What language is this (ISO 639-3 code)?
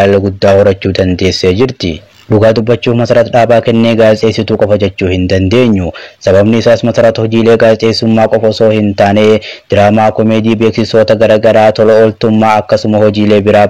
orm